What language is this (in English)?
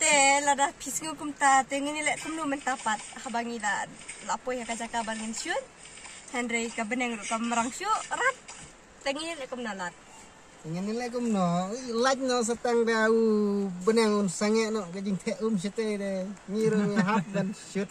Khasi